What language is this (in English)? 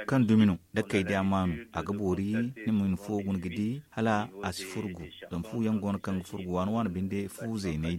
Zarma